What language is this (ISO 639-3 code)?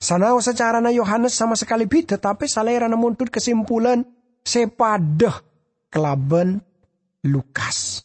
mad